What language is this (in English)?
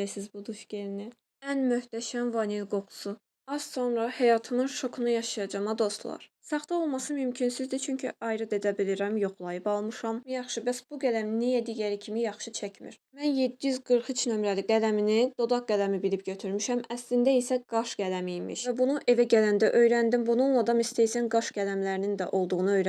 Azerbaijani